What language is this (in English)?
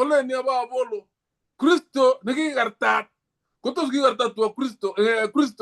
Kalenjin